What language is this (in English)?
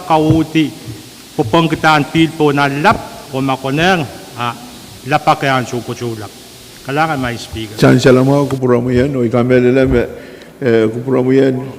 Pohnpeian